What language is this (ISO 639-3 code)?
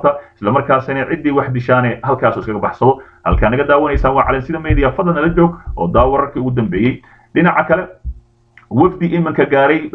som